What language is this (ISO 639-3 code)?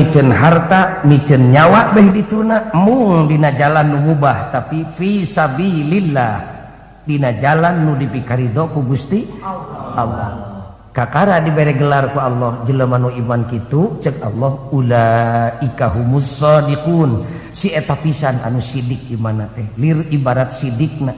sun